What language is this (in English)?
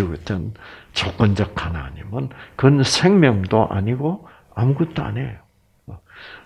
Korean